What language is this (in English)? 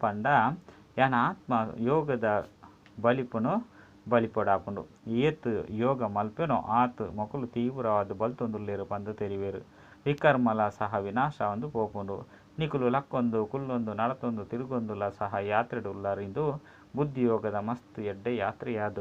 Tulu